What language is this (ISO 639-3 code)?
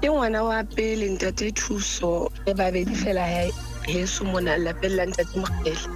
sot